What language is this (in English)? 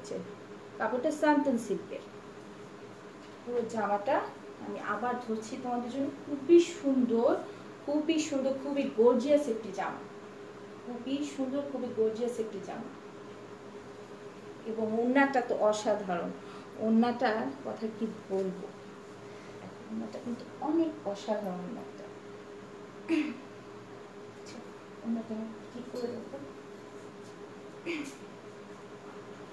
Bangla